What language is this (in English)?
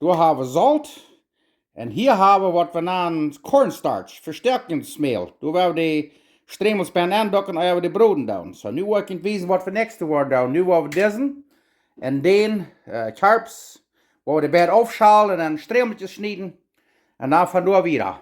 Plautdietsch